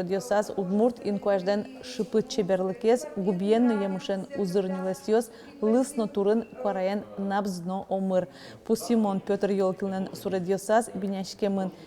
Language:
Udmurt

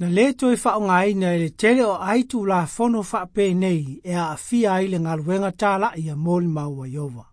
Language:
Samoan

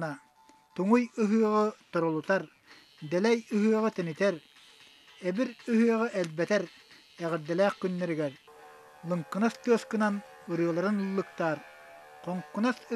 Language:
Yakut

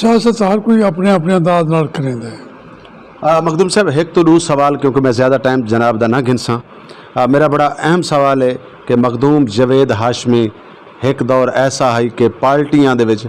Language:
Saraiki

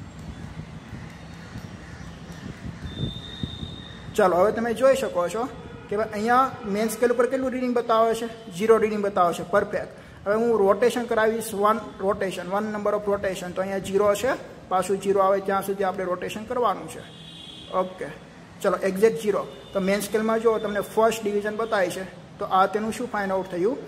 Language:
Gujarati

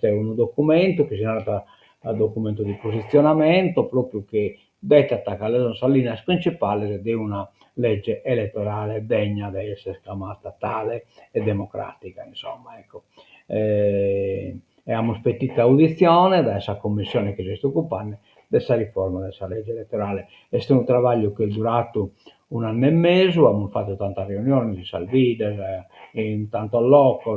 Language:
Sardinian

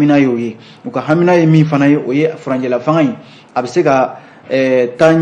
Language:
Bambara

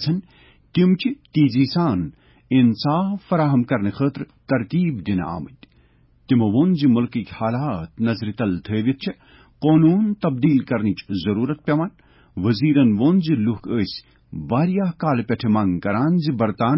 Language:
Kashmiri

